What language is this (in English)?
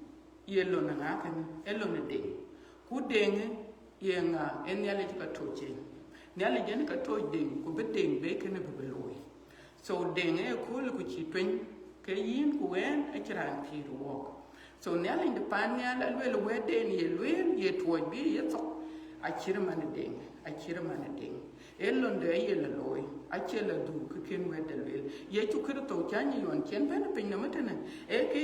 Dinka